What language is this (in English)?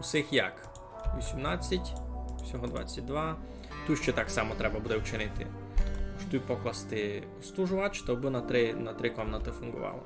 Rusyn